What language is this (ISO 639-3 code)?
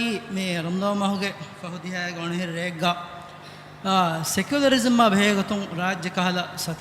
div